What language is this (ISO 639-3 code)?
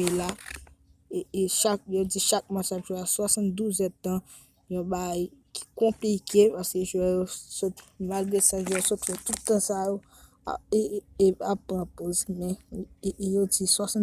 hat